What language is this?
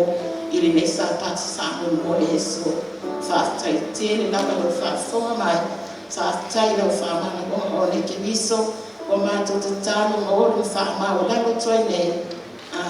Samoan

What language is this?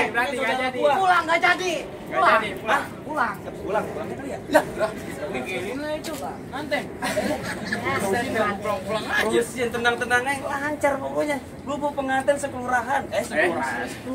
Betawi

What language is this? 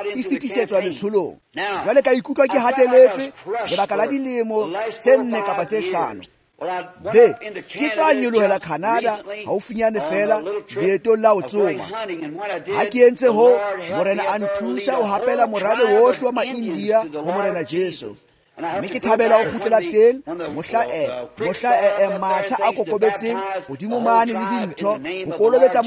Tswana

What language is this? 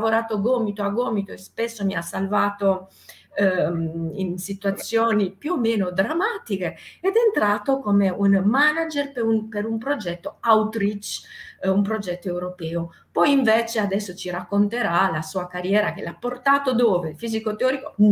Italian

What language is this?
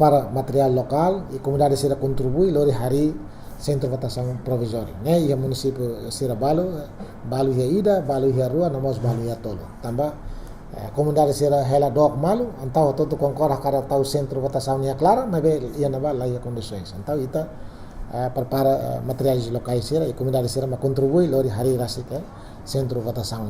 Tetum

